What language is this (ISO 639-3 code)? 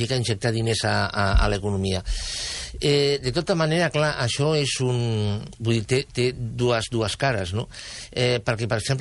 cat